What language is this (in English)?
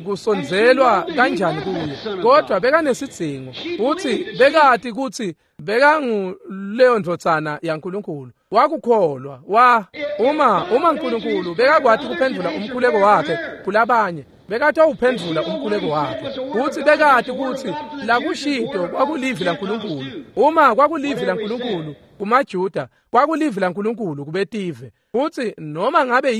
Swati